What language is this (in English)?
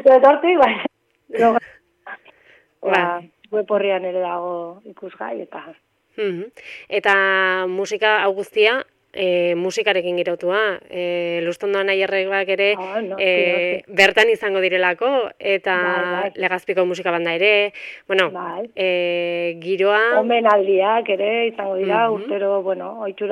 Basque